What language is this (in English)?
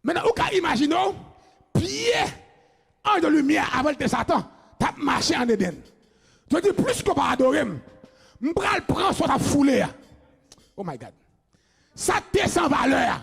Haitian Creole